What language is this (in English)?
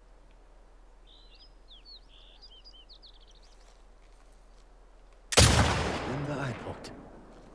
German